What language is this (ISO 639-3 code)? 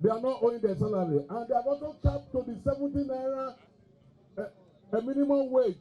pcm